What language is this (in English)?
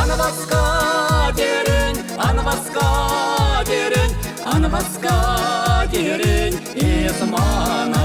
Chuvash